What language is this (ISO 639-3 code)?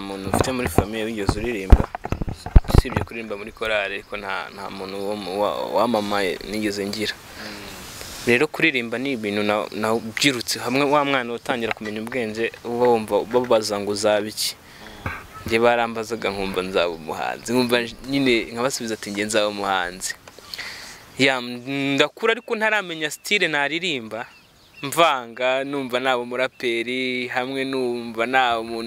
kin